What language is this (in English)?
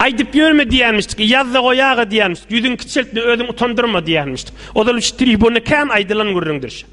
Turkmen